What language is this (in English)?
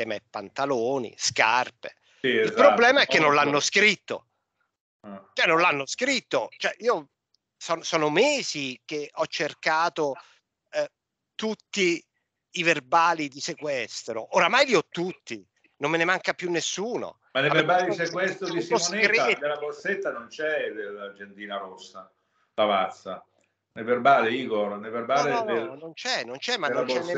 Italian